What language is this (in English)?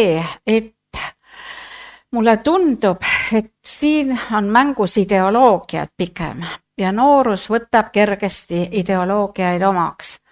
Estonian